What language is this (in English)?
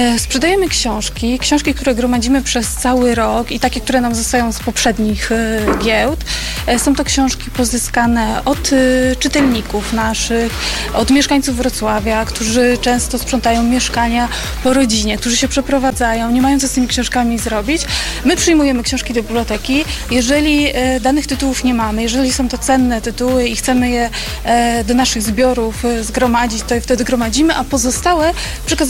Polish